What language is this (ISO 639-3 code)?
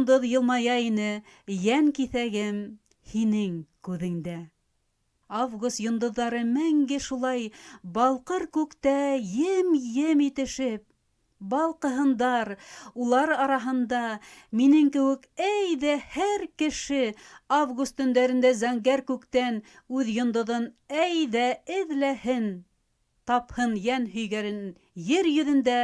bak